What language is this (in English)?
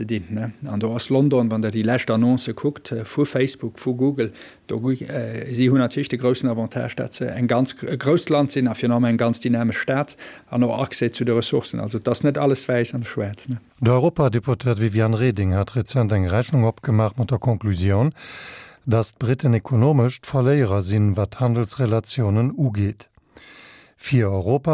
Luxembourgish